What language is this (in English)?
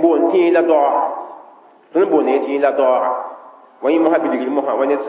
Mossi